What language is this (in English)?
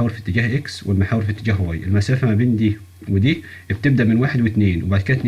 Egyptian Arabic